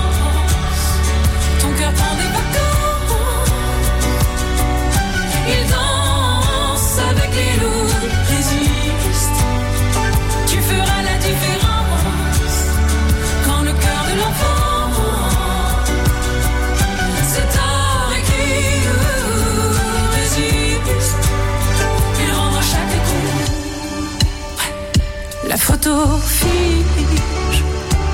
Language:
French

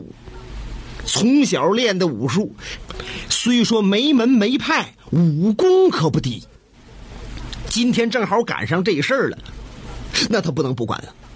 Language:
Chinese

